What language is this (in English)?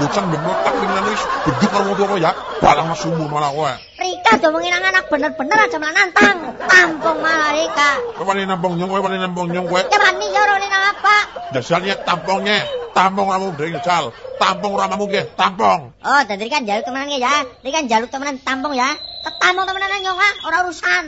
Javanese